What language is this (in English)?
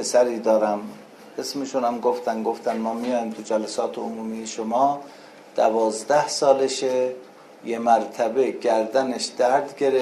Persian